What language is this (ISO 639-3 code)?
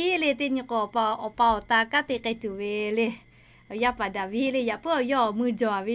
lhu